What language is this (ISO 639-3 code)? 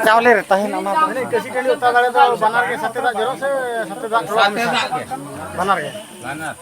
sat